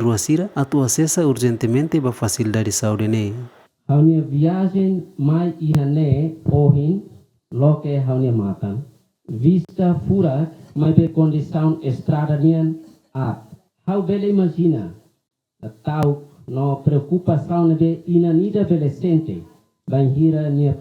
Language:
Tetum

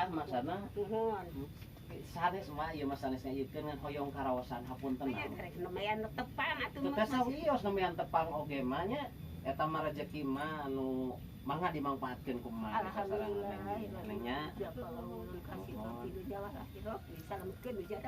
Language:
Sundanese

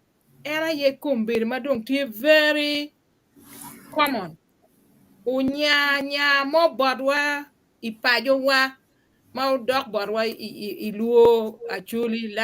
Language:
Acoli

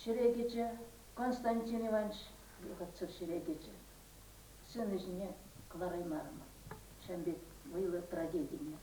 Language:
Chuvash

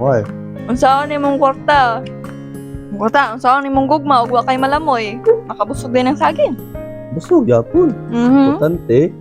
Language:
Cebuano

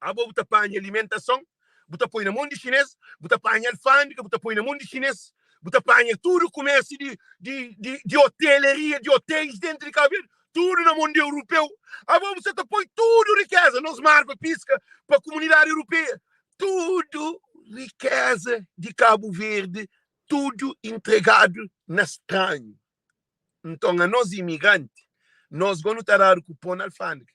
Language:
Kabuverdianu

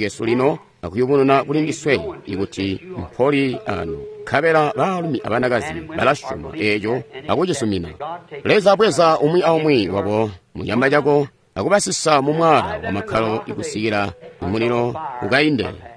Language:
Tonga (Zambia)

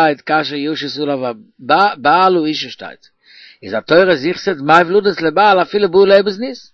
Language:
Yiddish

